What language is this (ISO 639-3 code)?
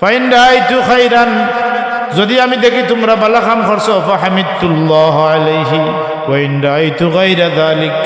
syl